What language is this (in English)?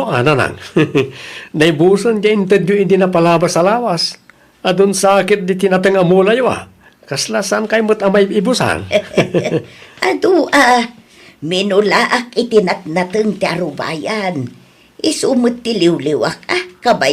Iloko